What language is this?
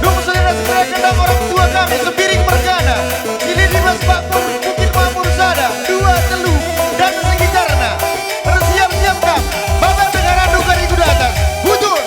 Batak Karo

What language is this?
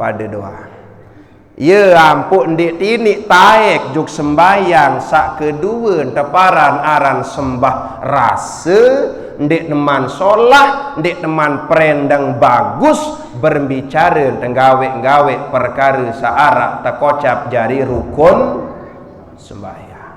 Sasak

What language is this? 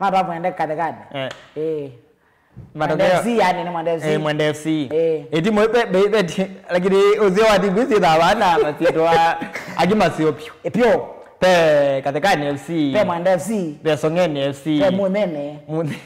Kamba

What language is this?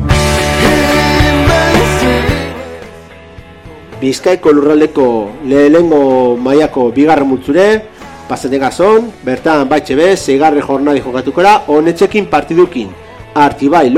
Basque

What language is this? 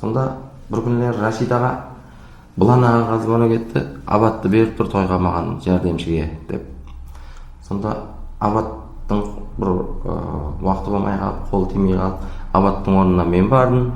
Kara-Kalpak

